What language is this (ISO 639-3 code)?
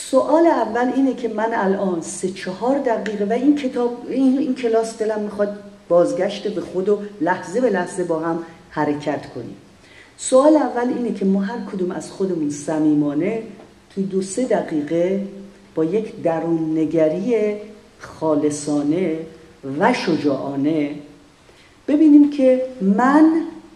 fas